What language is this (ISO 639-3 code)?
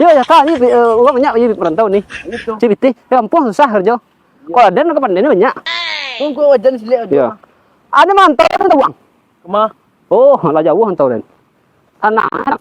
min